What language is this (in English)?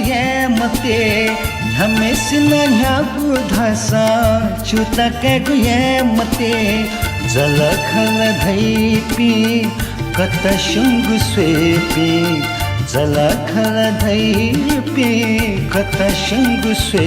Newari